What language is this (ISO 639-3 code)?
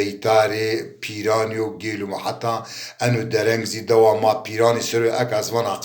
zza